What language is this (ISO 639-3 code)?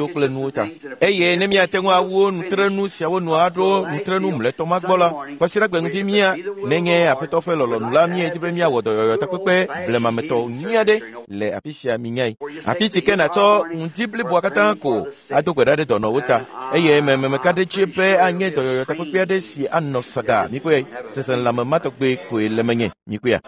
ewe